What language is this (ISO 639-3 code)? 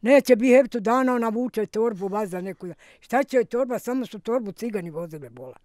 bos